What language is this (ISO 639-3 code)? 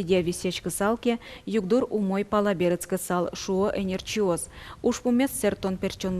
udm